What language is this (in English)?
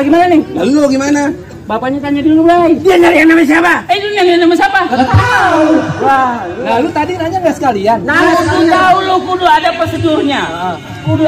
Betawi